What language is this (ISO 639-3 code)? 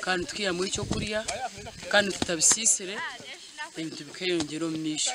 nyn